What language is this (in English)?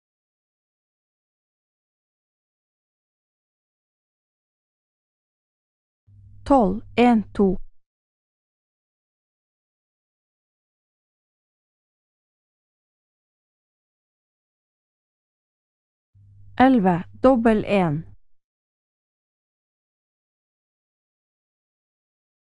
Norwegian